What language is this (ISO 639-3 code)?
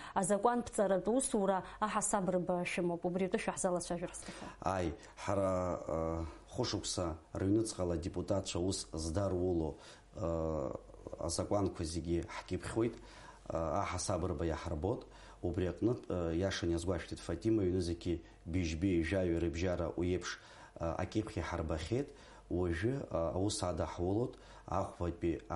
abk